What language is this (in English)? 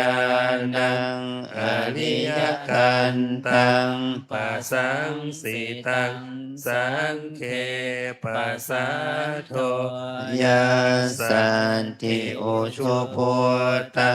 Pali